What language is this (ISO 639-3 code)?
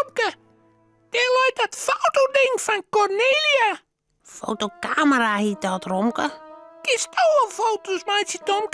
fry